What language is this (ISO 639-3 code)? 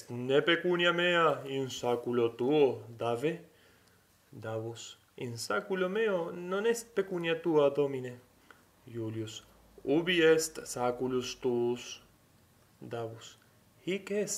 lat